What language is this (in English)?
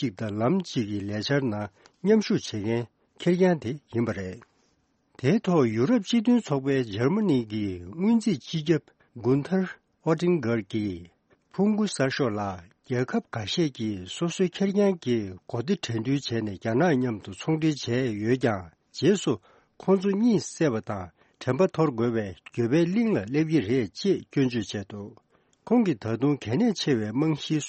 Tibetan